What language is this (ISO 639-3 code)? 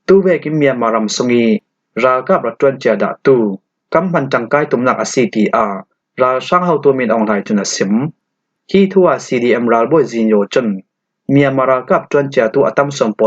cfm